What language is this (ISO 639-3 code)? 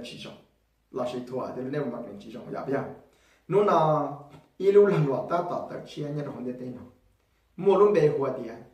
hmn